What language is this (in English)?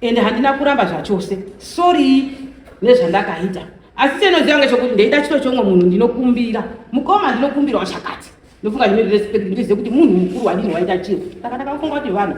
Shona